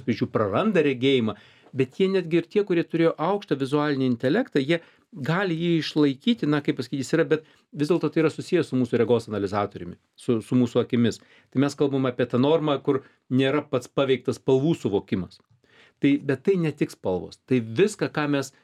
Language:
Lithuanian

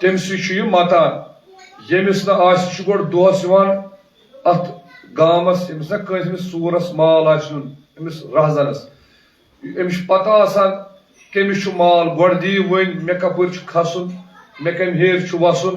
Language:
Kashmiri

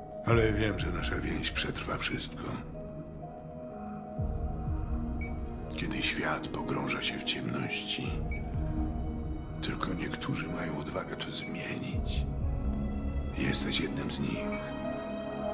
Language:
Polish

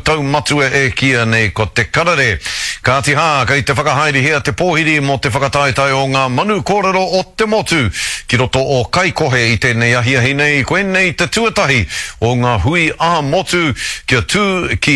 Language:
Māori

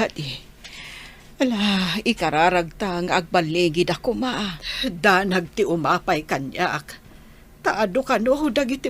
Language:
Iloko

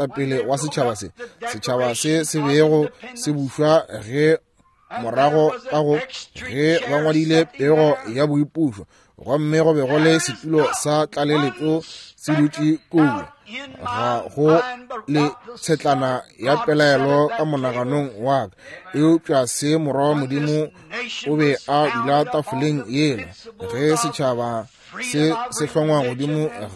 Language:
Northern Sotho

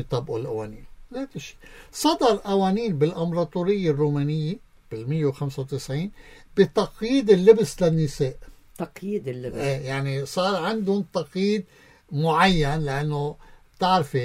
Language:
North Levantine Arabic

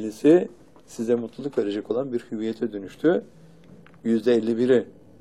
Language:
Turkish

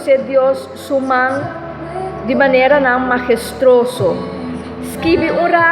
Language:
Papiamento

